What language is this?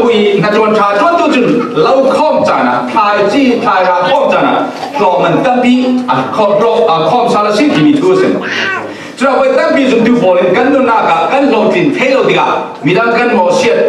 Falam Chin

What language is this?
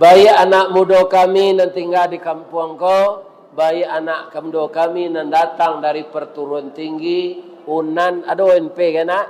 Minangkabau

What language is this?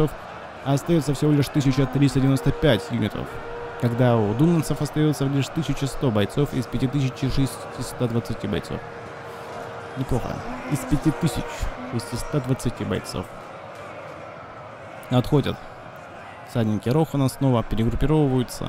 Russian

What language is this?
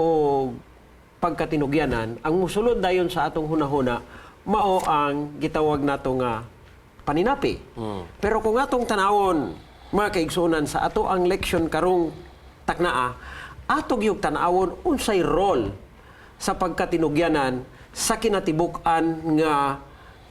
Cebuano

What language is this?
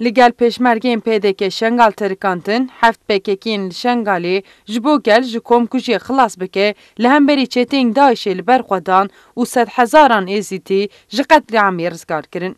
Kurdish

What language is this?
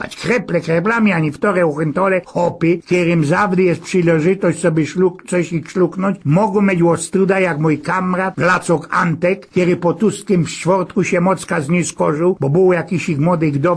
Silesian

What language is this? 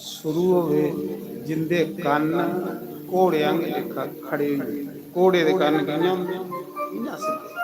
Dogri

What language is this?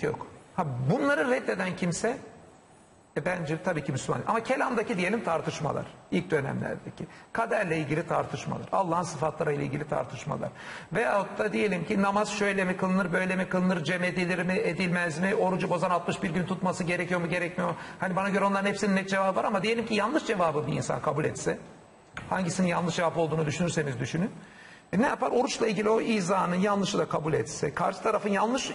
Turkish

